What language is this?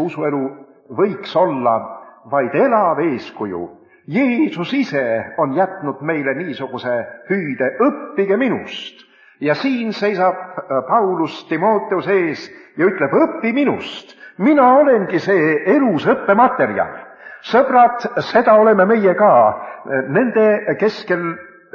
Estonian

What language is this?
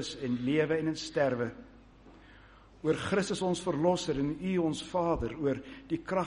Afrikaans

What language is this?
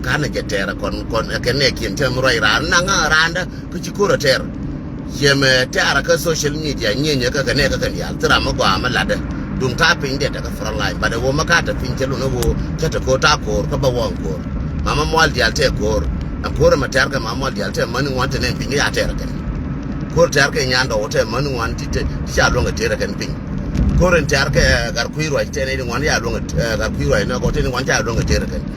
Nuer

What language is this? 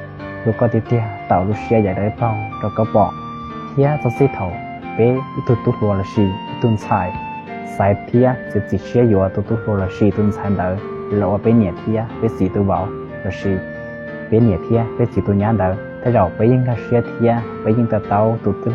Hmong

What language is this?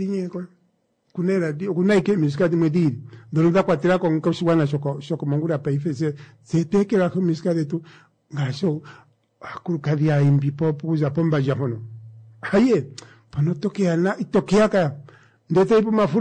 Kuanyama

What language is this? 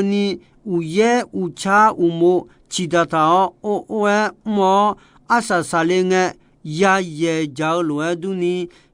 Akha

